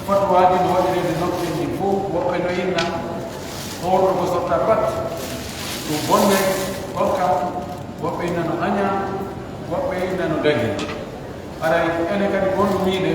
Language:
Pular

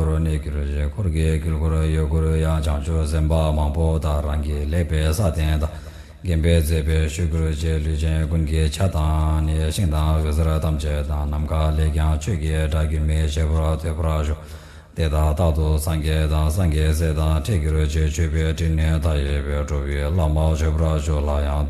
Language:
Tibetan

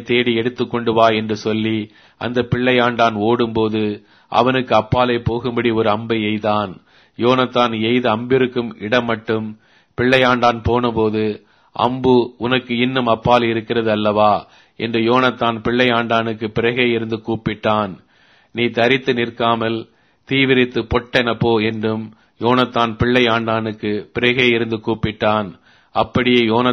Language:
Tamil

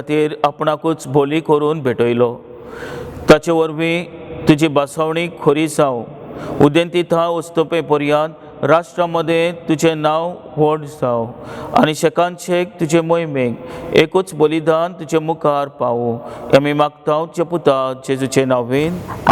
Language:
Konkani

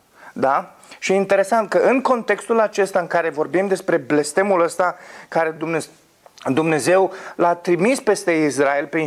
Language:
Romanian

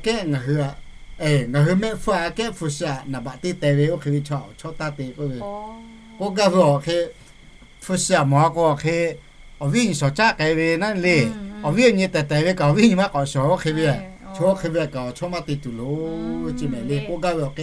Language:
Lahu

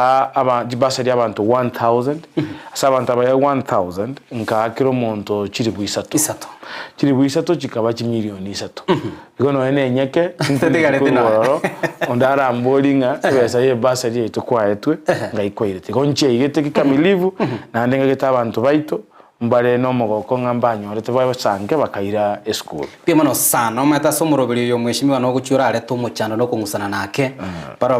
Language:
Gusii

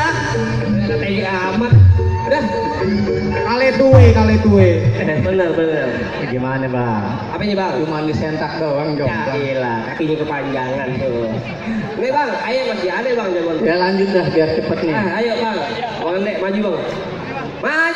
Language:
Betawi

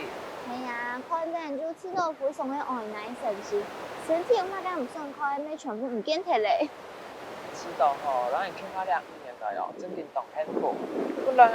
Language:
Hakka Chinese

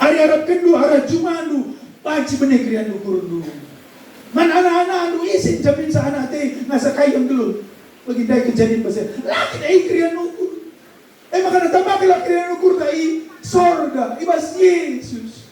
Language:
Batak Karo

